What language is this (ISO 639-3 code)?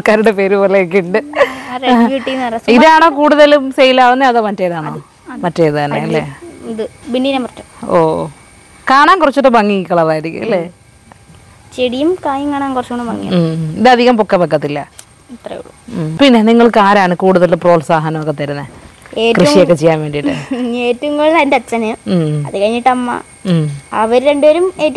mal